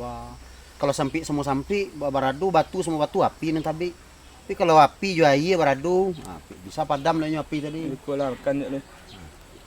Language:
Minangkabau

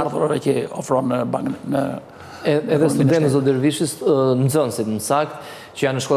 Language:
Albanian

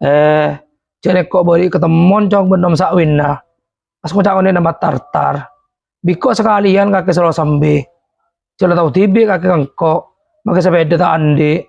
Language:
Madurese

